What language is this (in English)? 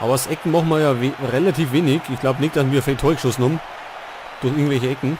Bavarian